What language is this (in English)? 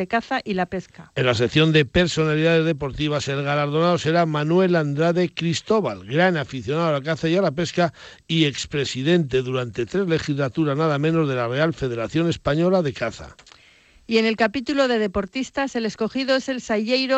Spanish